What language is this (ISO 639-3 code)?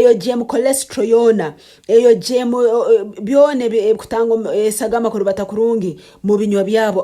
nyn